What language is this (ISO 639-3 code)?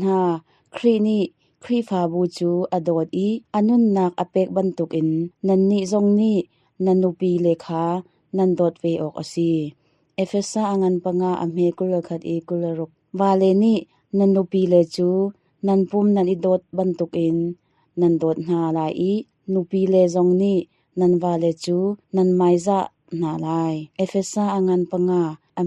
cnh